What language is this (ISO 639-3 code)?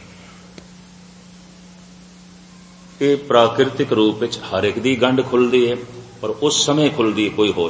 pan